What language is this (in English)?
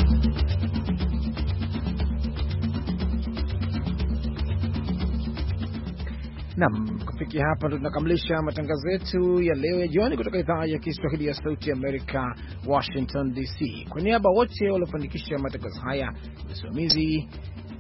Swahili